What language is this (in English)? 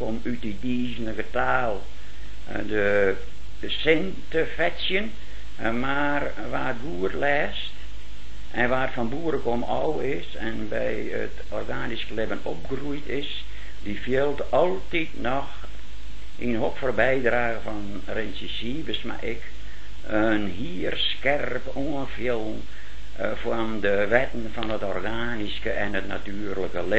Dutch